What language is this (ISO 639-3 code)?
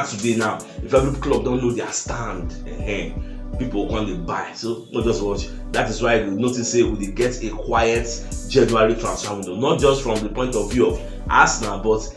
pcm